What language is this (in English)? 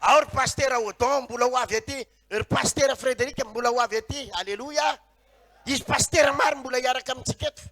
Malagasy